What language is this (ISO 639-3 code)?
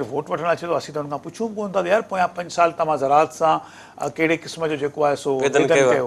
snd